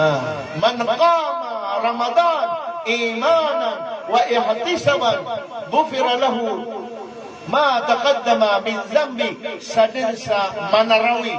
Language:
Maranao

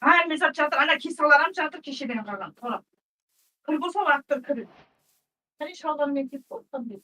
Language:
Kara-Kalpak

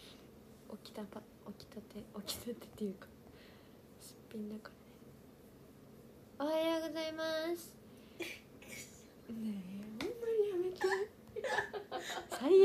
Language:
Japanese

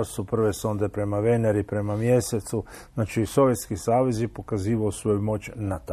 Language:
Croatian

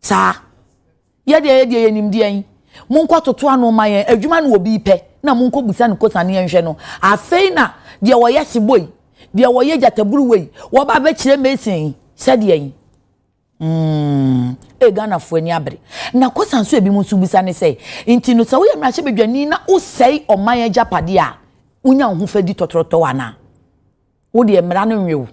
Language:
Akan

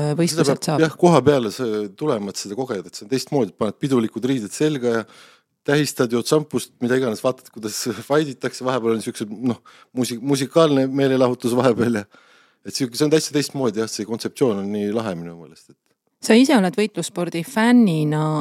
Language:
Estonian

